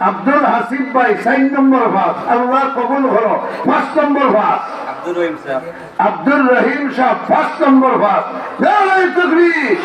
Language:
Sylheti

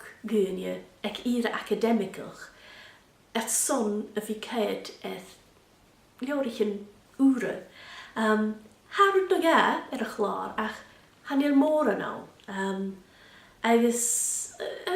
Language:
Scottish Gaelic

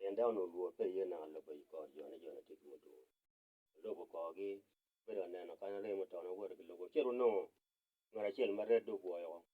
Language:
Acoli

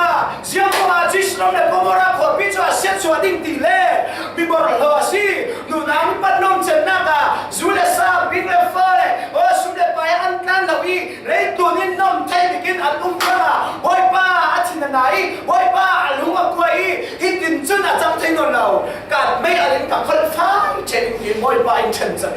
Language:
Falam Chin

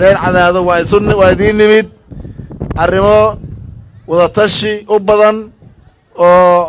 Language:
Somali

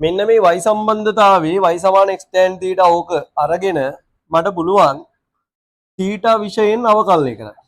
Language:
Sinhala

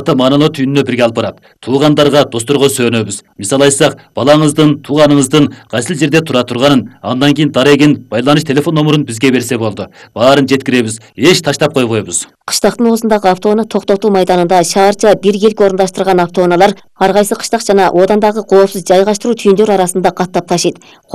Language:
Kyrgyz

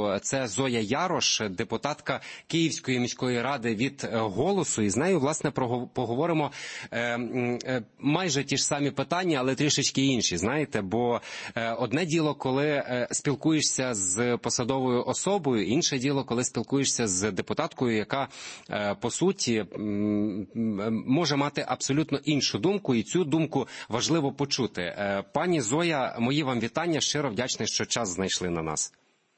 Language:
Ukrainian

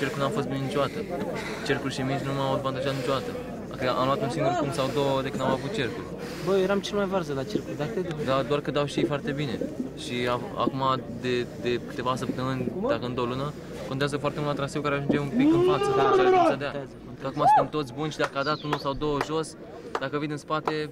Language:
Romanian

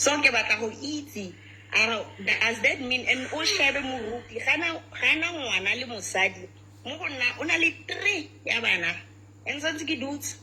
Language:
Southern Sotho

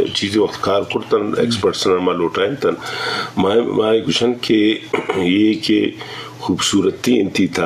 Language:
Eastern Balochi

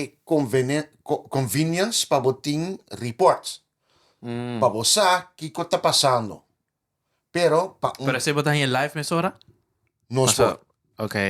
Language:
Papiamento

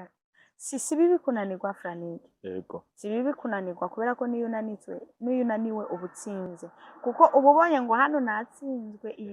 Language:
Rundi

